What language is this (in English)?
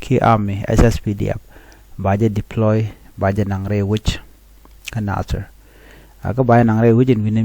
Nuer